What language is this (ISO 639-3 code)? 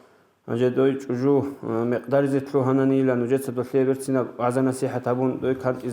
ava